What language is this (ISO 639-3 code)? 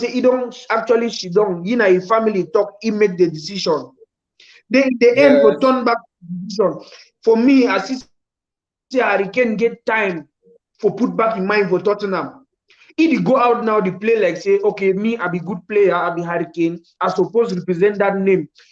pcm